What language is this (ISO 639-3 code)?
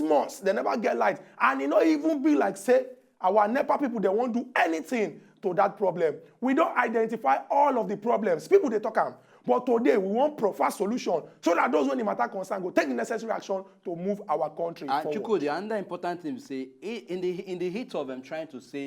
pcm